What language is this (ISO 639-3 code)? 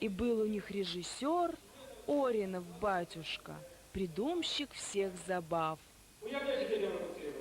chv